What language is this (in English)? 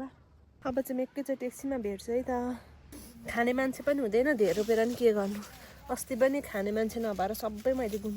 Nepali